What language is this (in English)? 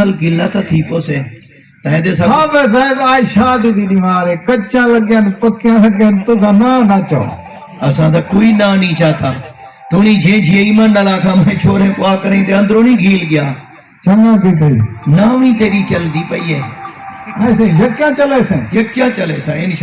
Saraiki